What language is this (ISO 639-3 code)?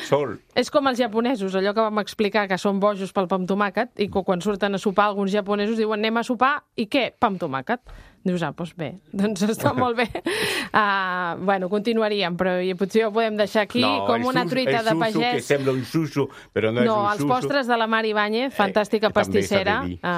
cat